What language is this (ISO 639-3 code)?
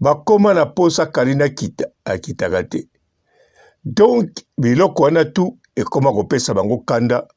lin